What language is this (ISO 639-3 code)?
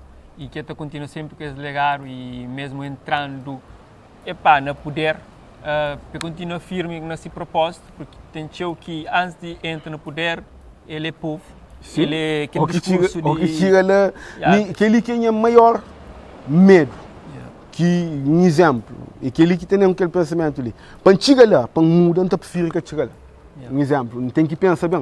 kea